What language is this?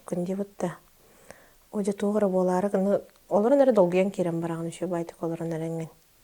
Yakut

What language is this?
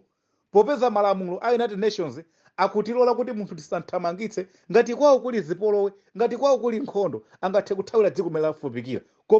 Nyanja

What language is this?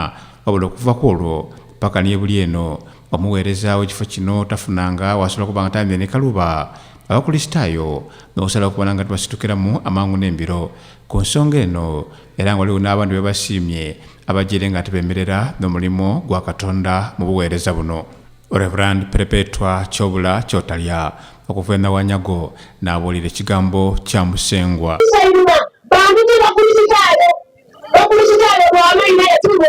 Soga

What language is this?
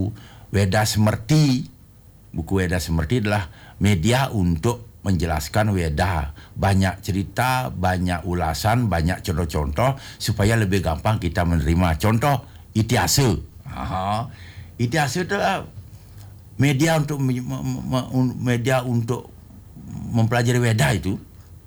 Indonesian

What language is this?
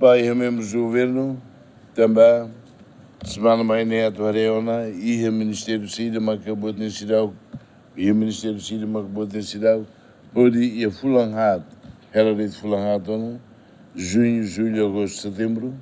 Tetum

